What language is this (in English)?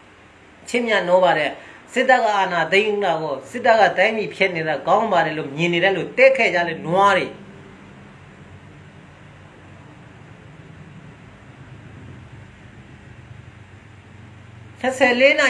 Burmese